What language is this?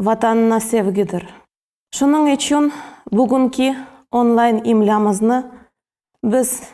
Crimean Tatar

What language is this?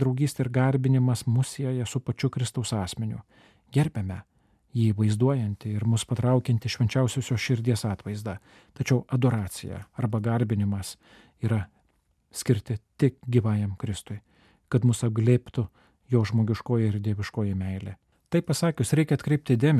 Lithuanian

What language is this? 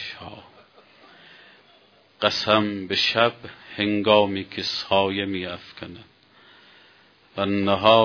Persian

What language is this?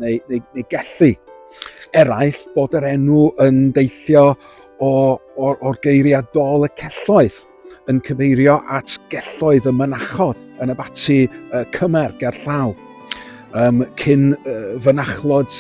Welsh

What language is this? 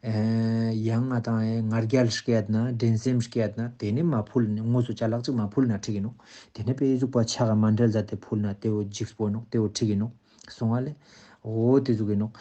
Ladakhi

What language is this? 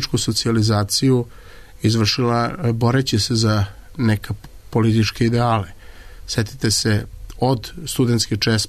Serbian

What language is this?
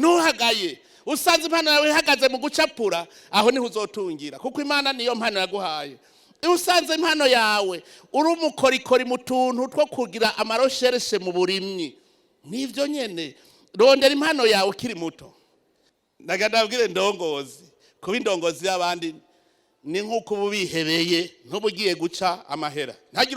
Rundi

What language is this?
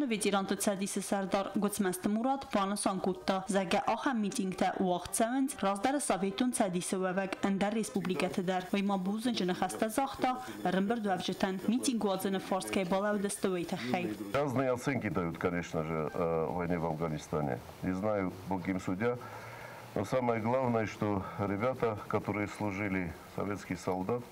Ossetic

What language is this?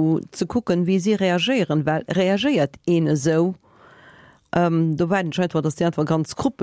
Luxembourgish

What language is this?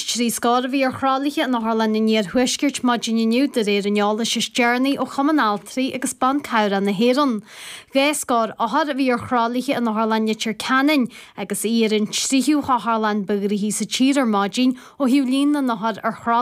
Irish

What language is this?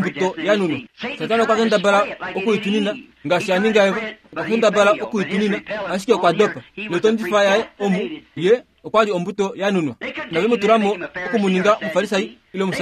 Kuanyama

